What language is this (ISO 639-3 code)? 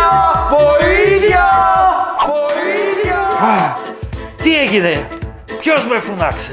ell